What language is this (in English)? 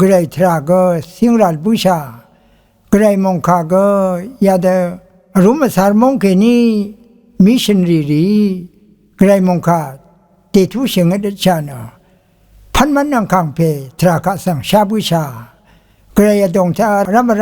Rawang